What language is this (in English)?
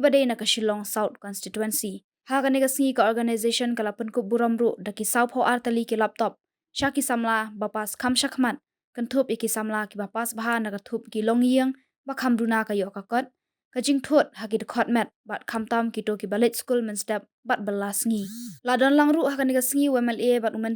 Khasi